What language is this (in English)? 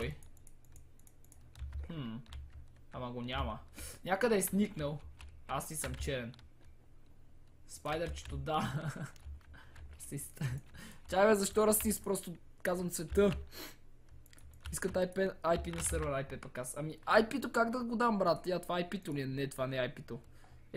Bulgarian